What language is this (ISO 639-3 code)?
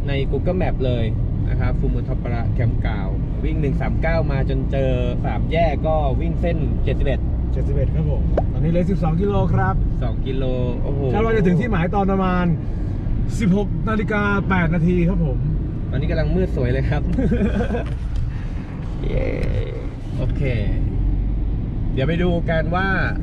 tha